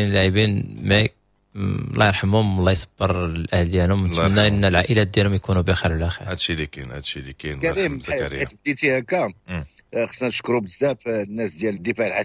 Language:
Moroccan Arabic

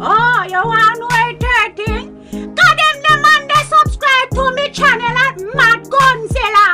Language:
Jamaican Creole English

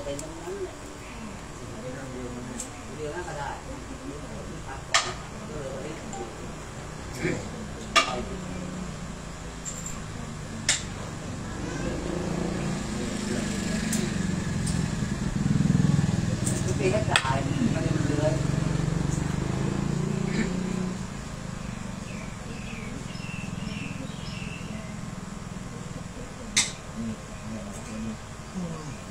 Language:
Thai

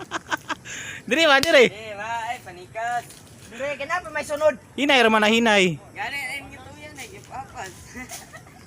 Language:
Cebuano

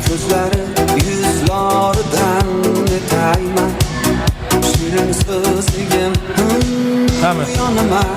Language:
Kara-Kalpak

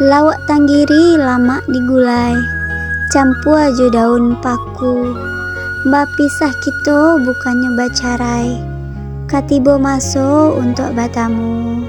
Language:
Minangkabau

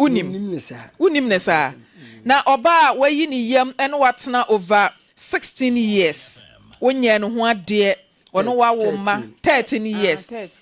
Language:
Akan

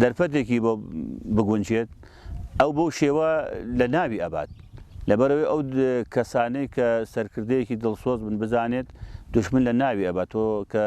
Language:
Central Kurdish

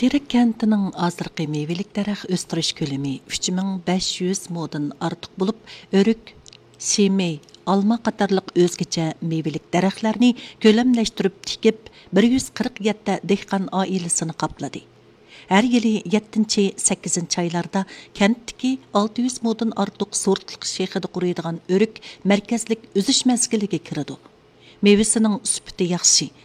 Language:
Uyghur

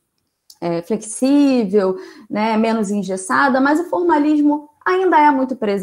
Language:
Portuguese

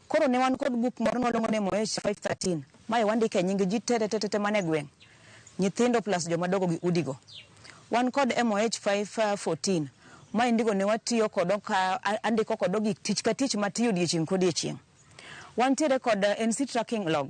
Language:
Luo (Kenya and Tanzania)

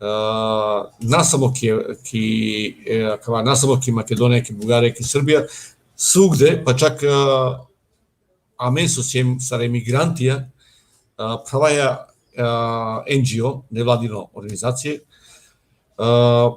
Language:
Balkan Romani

